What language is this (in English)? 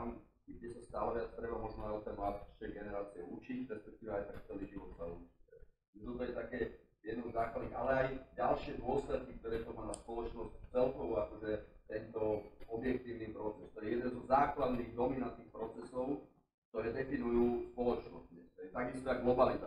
Slovak